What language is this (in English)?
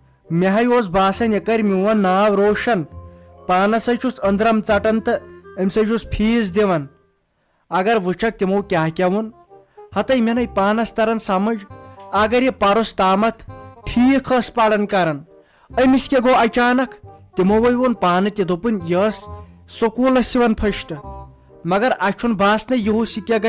Kashmiri